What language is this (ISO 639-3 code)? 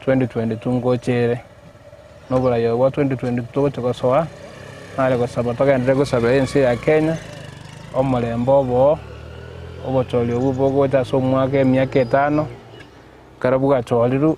guz